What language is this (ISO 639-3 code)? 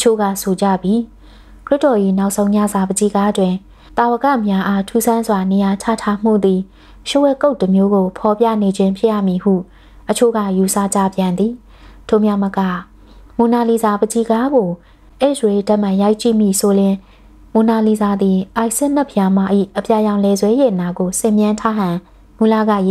mya